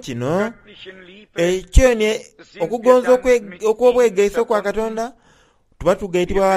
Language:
Soga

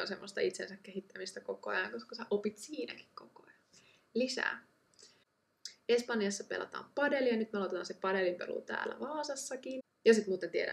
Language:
Finnish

